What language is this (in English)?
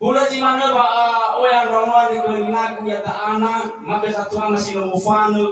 Nias